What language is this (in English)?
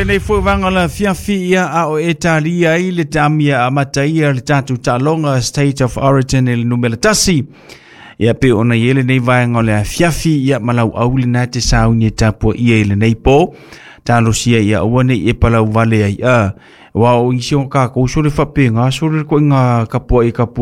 Samoan